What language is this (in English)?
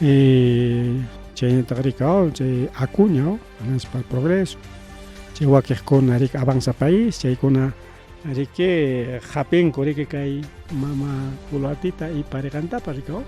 Ayacucho Quechua